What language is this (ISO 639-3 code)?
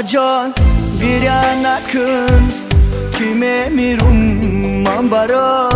tgk